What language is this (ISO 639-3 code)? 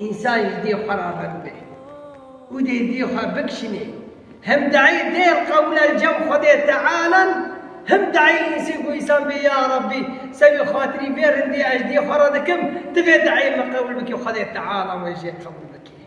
kur